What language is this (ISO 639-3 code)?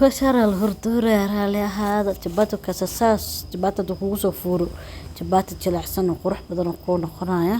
som